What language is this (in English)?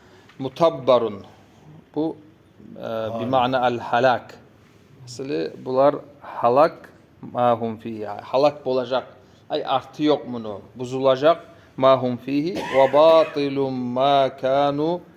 Kumyk